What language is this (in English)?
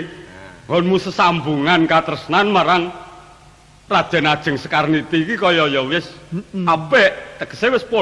Javanese